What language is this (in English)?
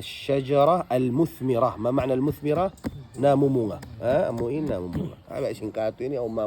Tausug